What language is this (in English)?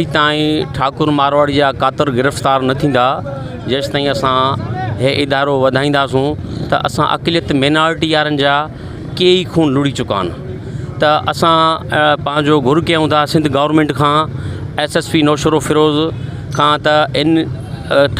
Sindhi